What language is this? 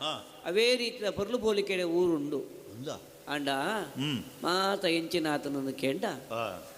Tulu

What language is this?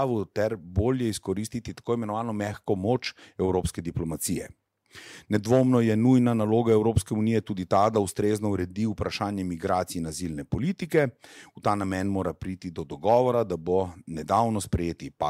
Slovenian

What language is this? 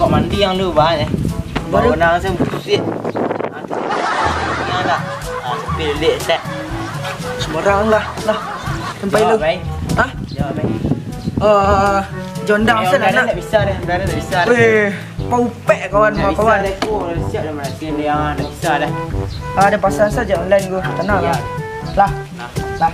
Minangkabau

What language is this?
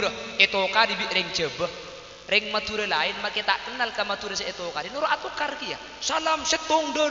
Madurese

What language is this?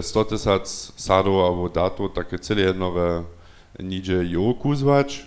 Upper Sorbian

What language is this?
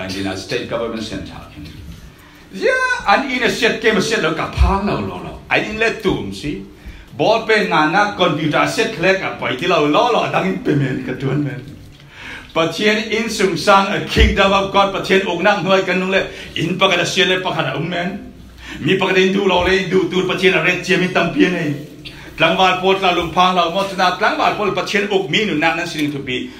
Falam Chin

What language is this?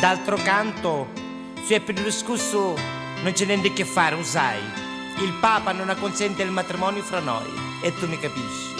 Neapolitan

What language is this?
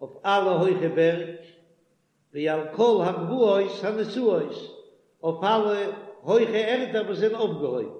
Yiddish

